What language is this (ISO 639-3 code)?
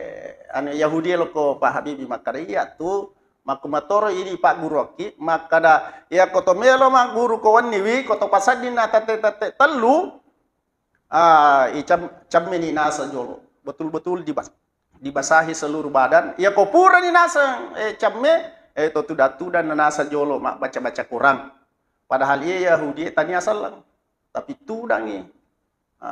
bug